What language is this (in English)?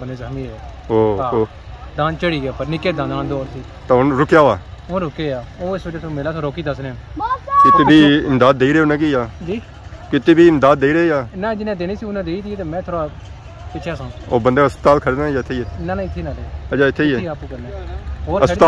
Pahari-Potwari